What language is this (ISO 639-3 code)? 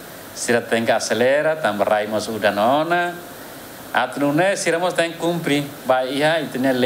tet